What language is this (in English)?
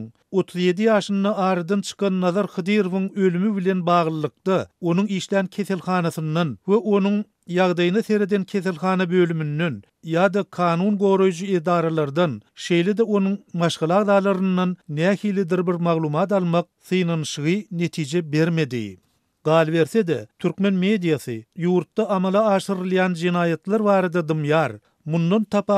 Turkmen